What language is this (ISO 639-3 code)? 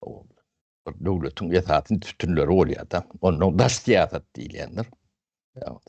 tuk